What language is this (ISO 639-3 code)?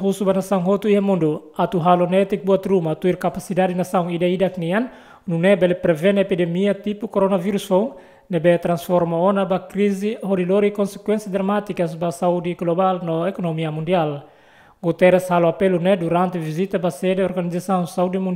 tet